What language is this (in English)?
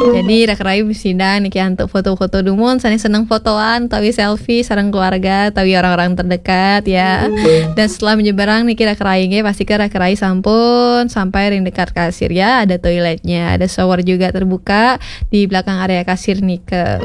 Balinese